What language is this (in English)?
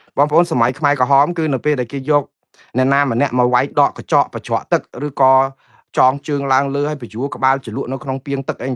Khmer